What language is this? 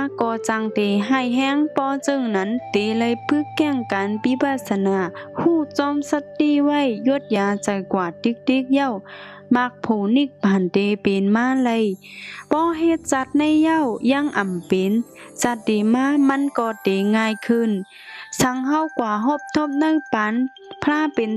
Shan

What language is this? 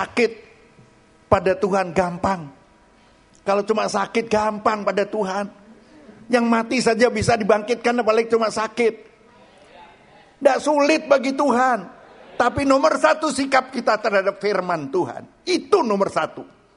Indonesian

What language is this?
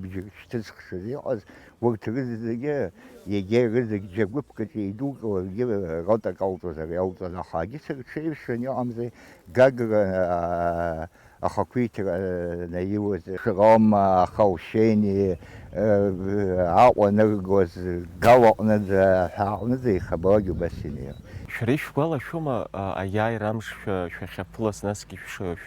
Abkhazian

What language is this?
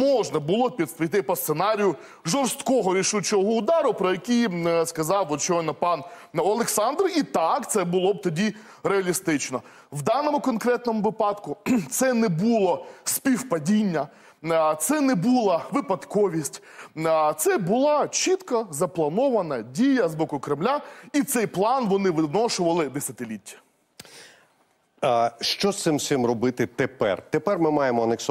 Ukrainian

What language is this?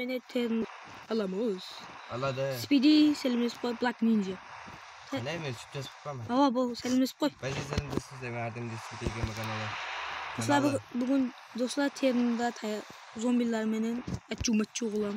Kara-Kalpak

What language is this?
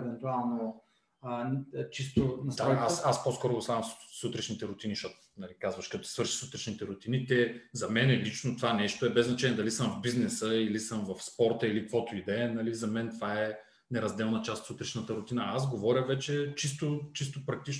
Bulgarian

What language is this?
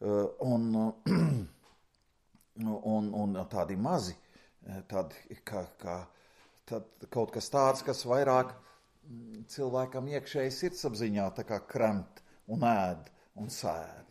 Latvian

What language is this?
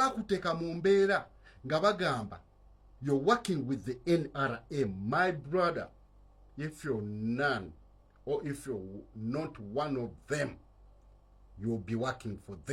Ganda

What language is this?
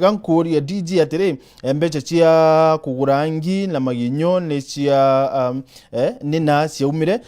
Meru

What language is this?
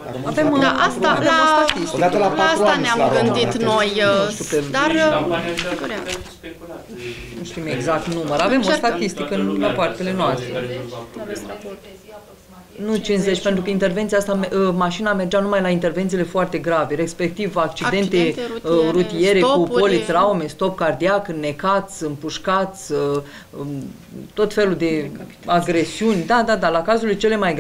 Romanian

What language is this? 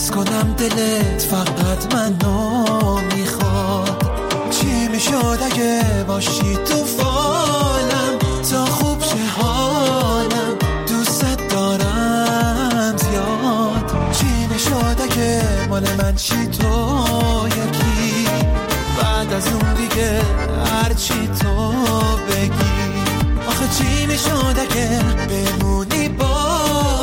Persian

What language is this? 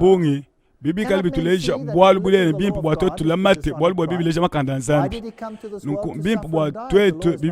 Luba-Lulua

